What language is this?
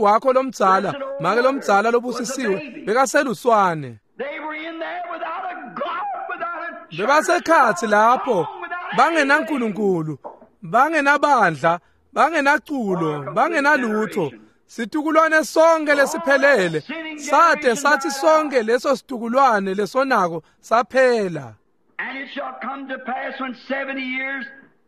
Swati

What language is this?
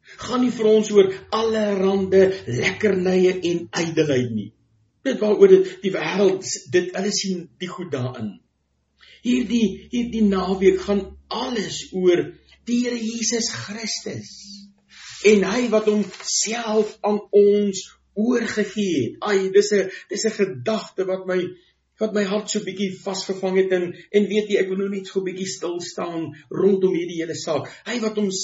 Afrikaans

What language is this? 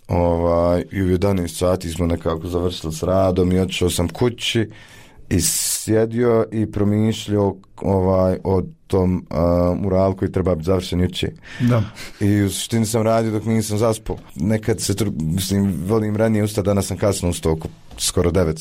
Bosnian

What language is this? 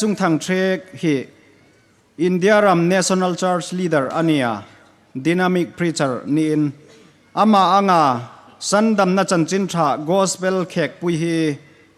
Hmar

